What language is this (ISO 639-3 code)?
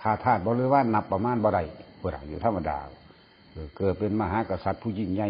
tts